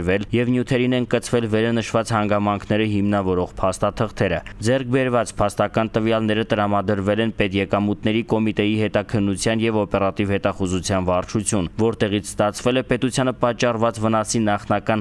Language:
Armenian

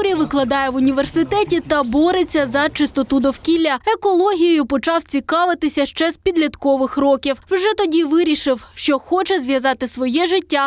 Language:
Ukrainian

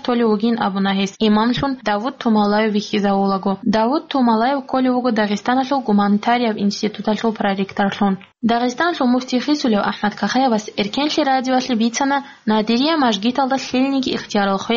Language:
Avaric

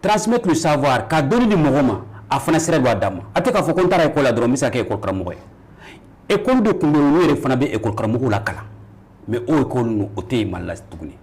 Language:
Bambara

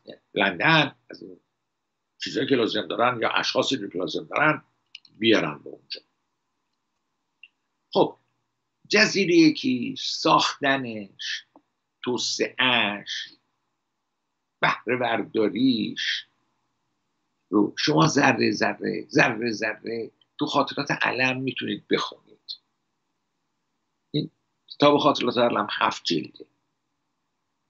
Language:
Persian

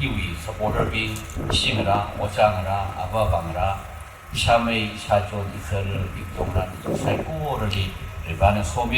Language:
Tangkhul Naga (India)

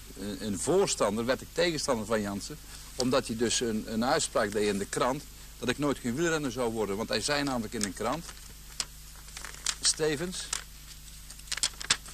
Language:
Dutch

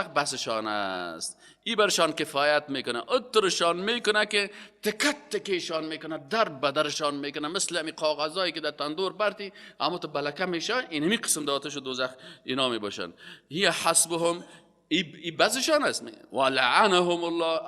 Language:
Persian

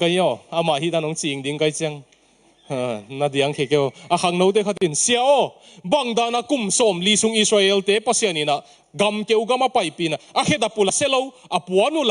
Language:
Tedim Chin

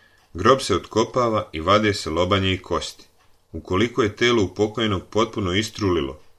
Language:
Serbian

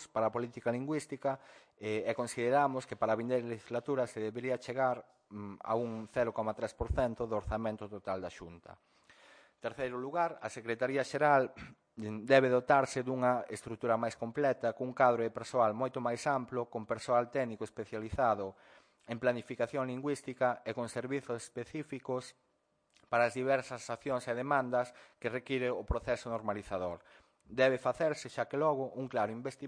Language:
Galician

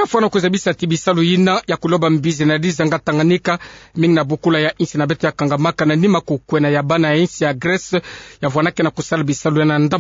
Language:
Kituba (Democratic Republic of Congo)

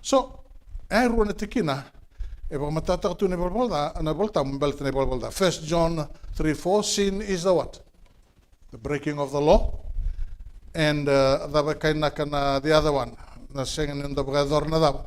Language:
Fijian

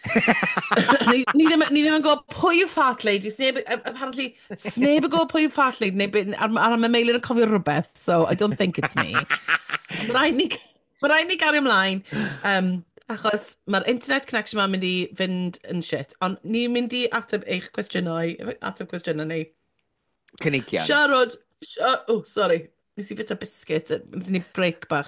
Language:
Welsh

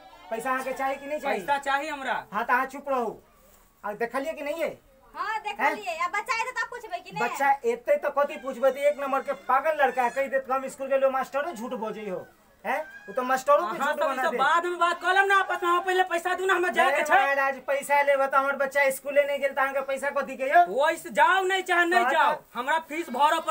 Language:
Maithili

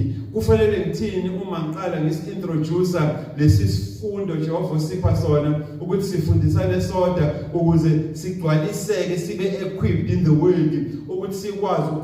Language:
Zulu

